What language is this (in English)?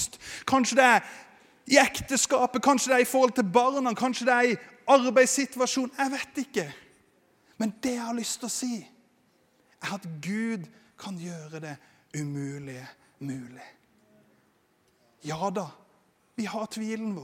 Norwegian